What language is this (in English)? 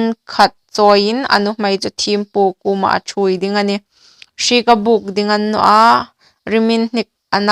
Hmar